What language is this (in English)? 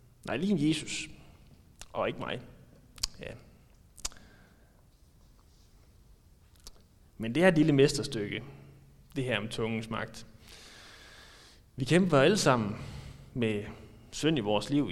Danish